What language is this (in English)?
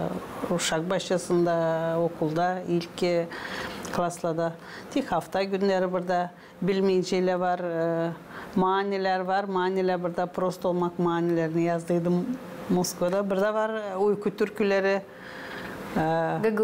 Gagauz